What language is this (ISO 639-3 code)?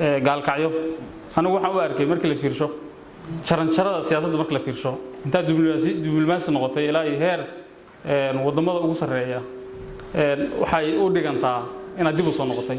som